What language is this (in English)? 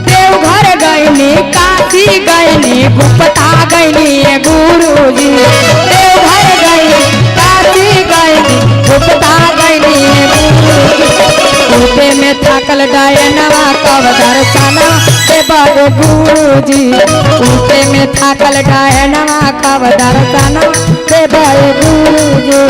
Magahi